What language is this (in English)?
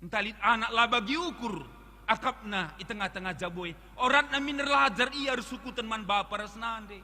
Batak Karo